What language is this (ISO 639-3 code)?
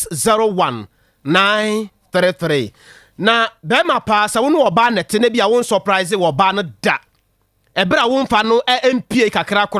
aka